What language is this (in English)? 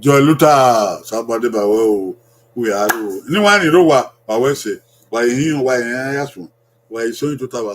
Bini